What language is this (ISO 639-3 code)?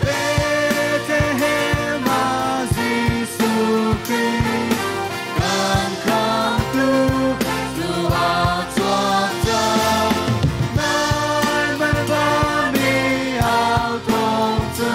cnh